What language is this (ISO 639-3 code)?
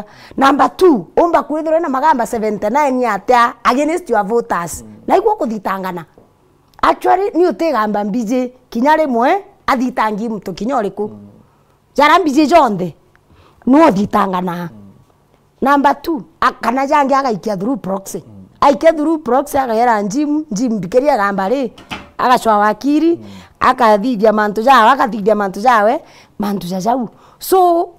mer